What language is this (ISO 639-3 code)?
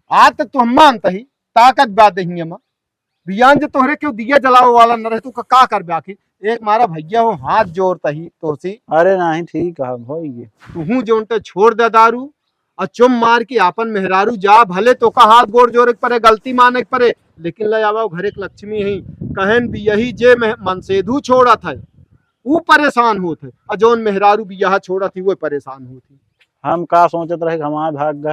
awa